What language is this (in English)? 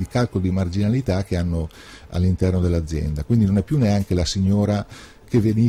Italian